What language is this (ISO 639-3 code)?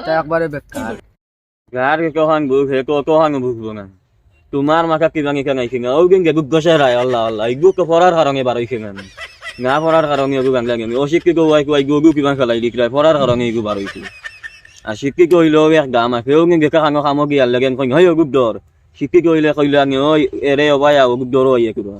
syl